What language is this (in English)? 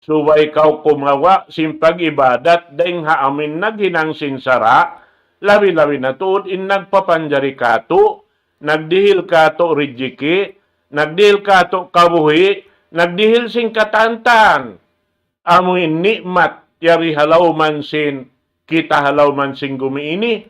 Tausug